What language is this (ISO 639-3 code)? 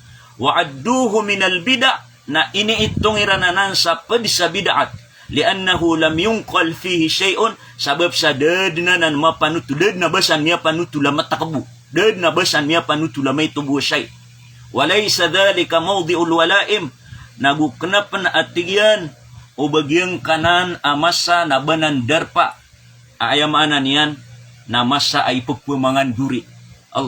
mrw